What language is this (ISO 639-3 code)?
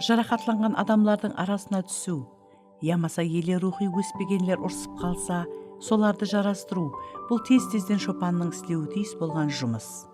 kaa